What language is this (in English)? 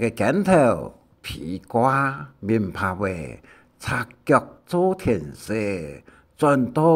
Hakka Chinese